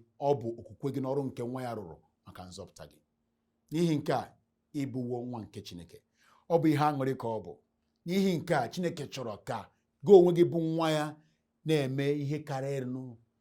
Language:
Igbo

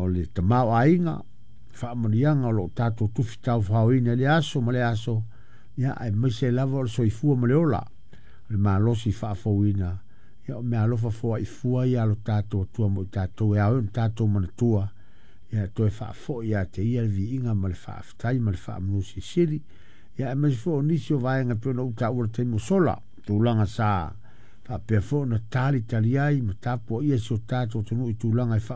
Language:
Samoan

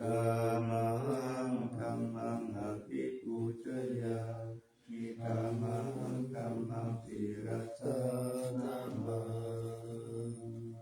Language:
Pali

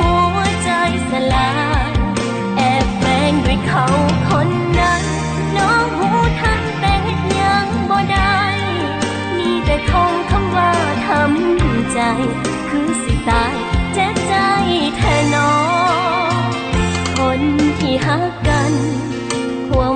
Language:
Thai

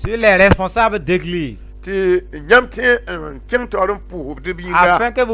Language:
Mossi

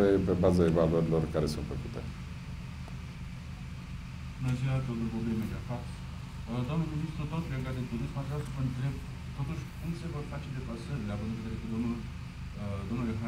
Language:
Romanian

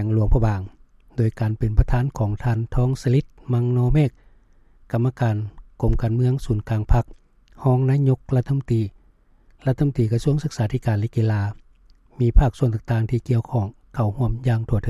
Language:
Lao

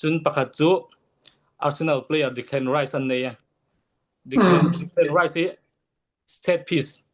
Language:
Falam Chin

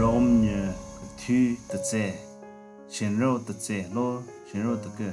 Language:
Southern Rengma Naga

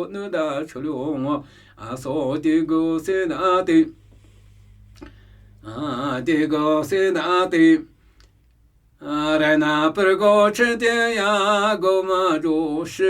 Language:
Namuyi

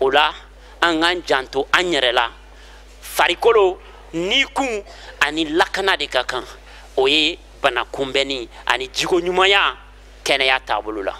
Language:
Bambara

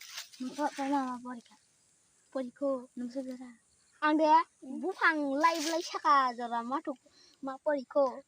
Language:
Kok Borok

